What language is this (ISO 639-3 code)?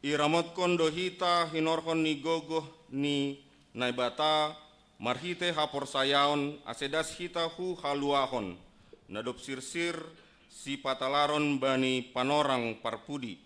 bts